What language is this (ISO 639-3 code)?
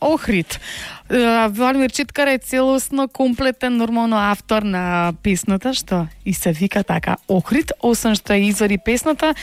mkd